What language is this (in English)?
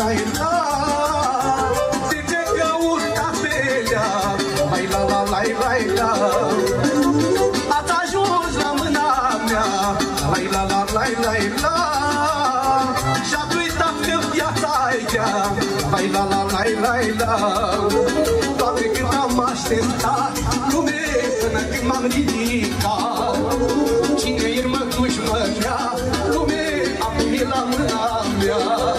Romanian